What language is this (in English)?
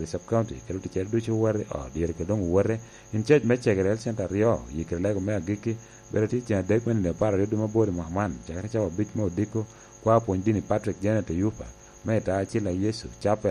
Lango (Uganda)